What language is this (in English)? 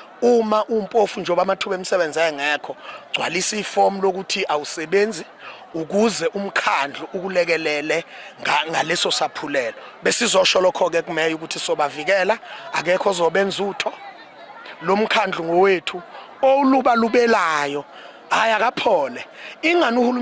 Zulu